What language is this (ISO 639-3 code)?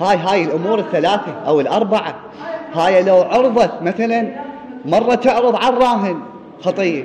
acm